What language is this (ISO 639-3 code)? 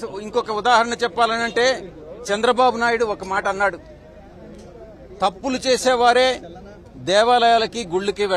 tel